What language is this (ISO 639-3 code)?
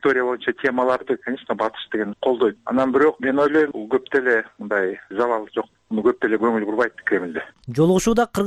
kir